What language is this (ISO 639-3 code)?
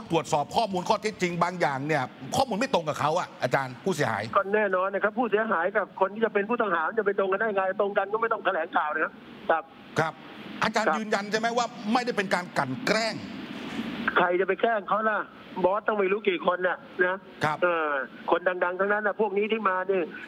tha